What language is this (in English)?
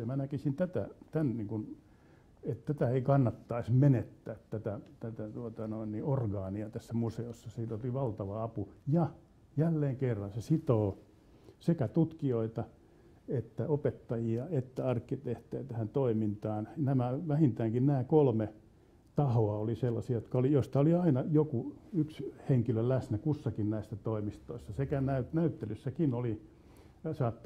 Finnish